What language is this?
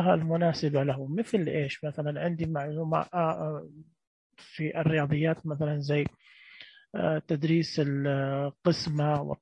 Najdi Arabic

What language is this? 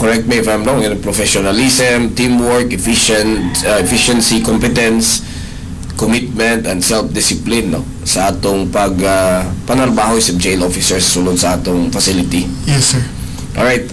Cebuano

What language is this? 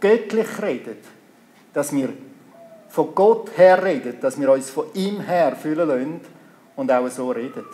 Swiss German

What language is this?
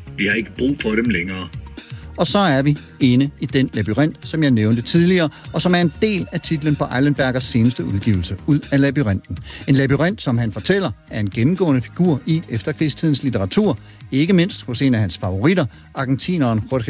Danish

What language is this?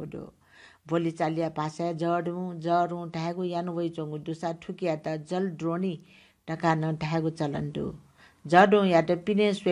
Newari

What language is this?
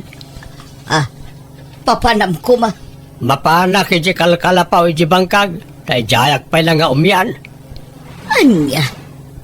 Iloko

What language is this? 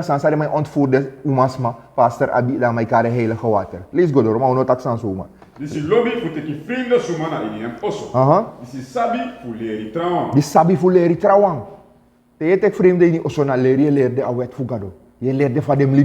Sranan Tongo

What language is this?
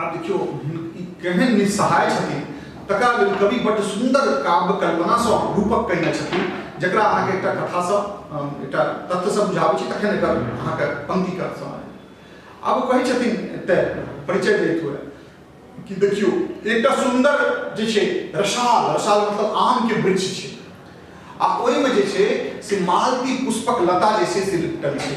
Maithili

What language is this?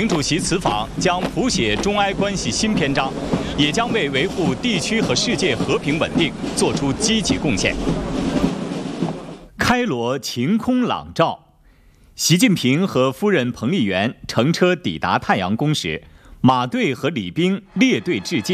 Chinese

